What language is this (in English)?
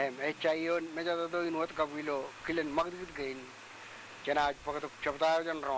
Marshallese